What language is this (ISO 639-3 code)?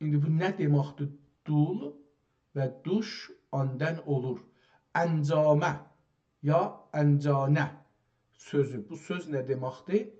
azb